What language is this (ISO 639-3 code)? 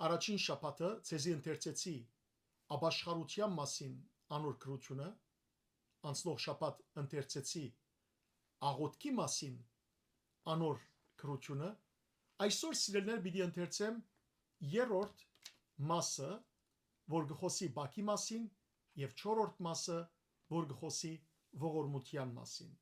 hyw